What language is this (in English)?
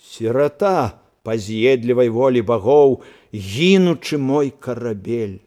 Belarusian